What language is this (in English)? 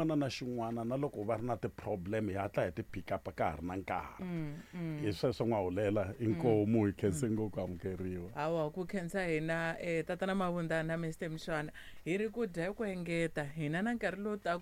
Tsonga